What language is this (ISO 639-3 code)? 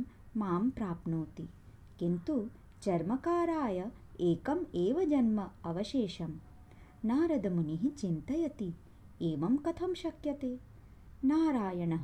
san